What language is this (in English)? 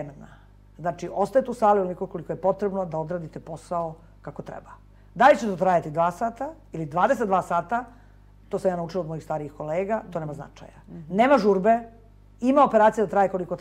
Serbian